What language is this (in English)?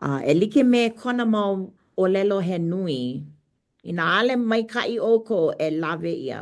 Hawaiian